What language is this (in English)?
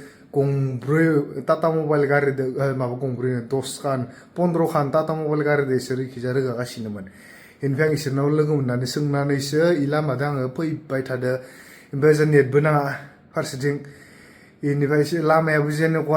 Bodo